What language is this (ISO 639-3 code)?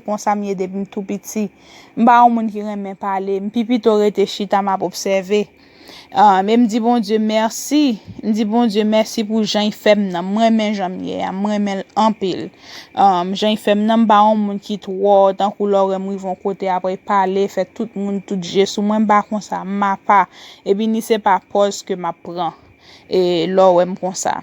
hat